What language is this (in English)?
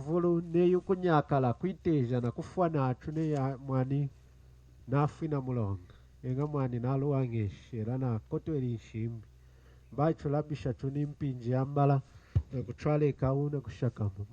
Lunda